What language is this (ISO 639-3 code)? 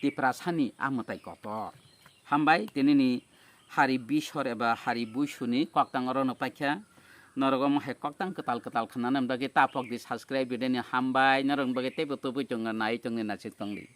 trp